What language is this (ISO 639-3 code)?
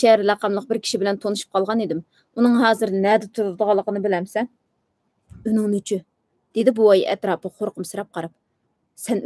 uig